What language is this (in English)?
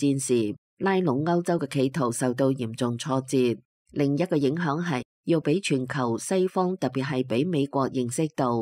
Cantonese